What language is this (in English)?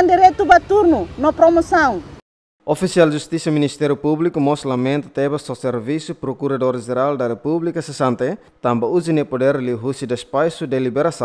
Tetum